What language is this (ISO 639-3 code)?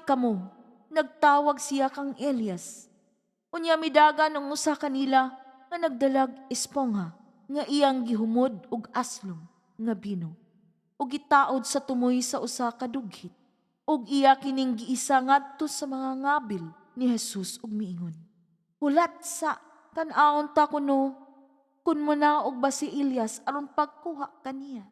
ceb